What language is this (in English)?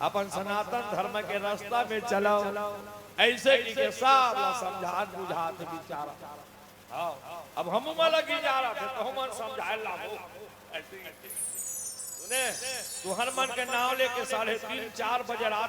Chhattisgarhi